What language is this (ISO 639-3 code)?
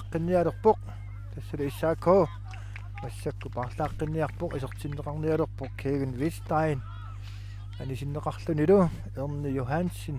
kal